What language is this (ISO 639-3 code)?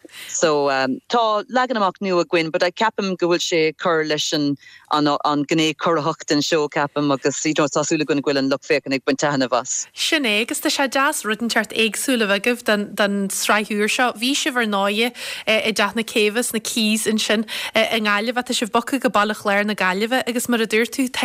gle